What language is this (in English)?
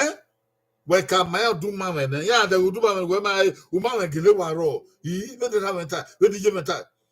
Bini